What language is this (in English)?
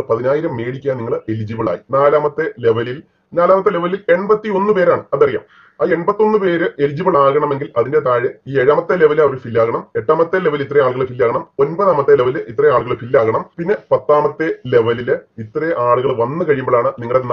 Malayalam